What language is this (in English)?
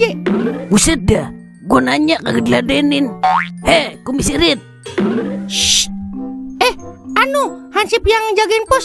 Betawi